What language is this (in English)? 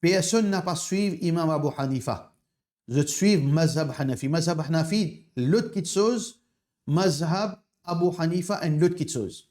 Morisyen